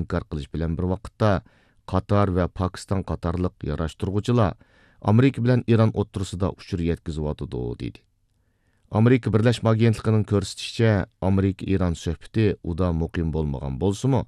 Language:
Uyghur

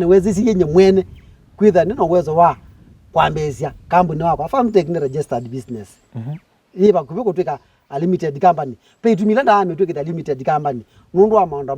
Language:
Kamba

